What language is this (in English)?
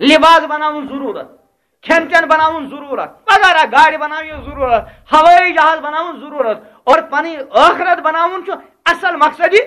Kashmiri